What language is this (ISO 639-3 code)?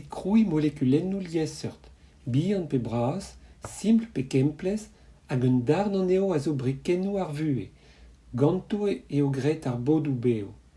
bre